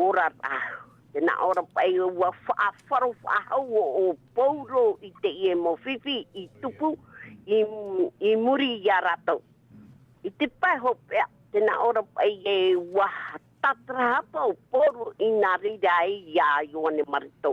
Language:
Tahitian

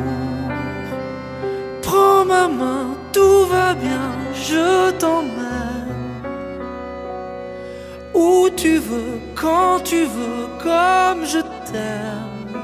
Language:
French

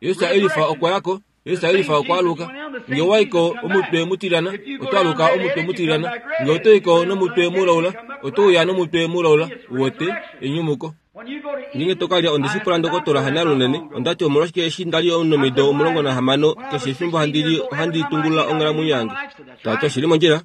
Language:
Kuanyama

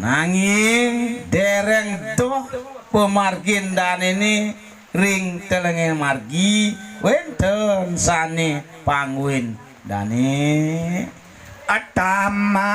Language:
Balinese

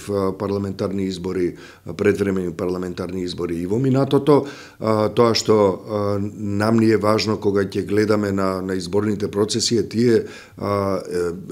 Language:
Macedonian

